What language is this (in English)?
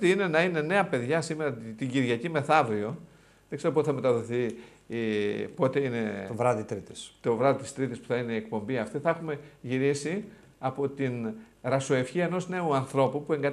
Greek